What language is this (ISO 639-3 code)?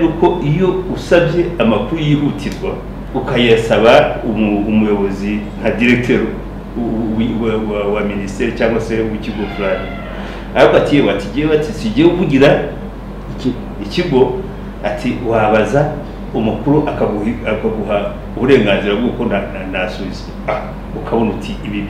kin